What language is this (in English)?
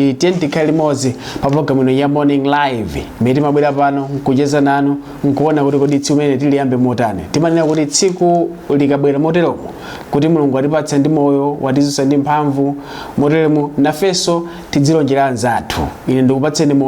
Nyanja